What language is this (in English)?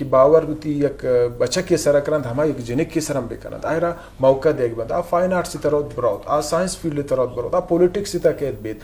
Eastern Balochi